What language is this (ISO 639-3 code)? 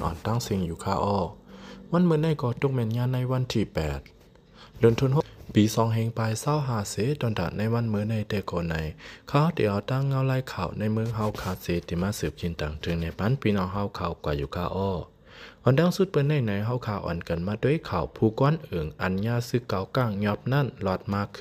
lao